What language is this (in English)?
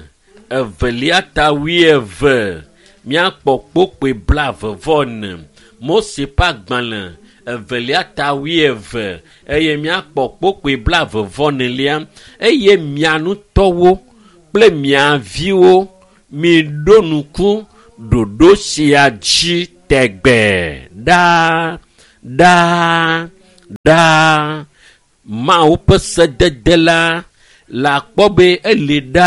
Ewe